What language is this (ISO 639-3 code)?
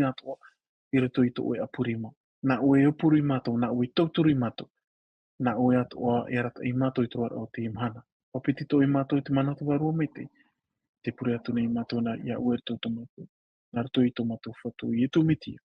tah